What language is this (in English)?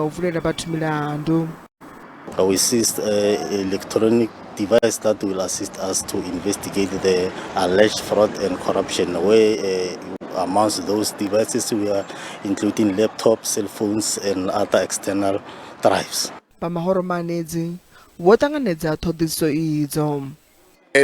Venda